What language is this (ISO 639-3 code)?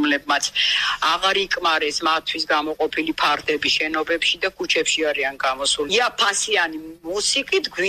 kat